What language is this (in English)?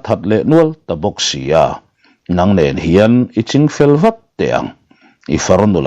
Mizo